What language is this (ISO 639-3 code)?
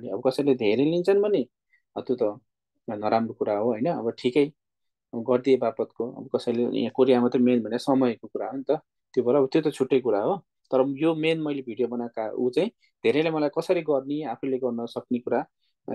nep